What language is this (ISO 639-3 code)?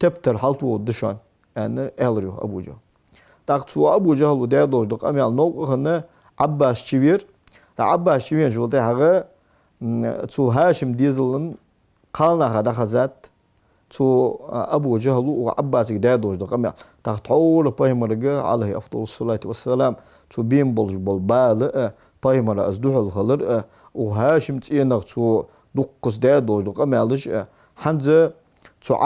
inh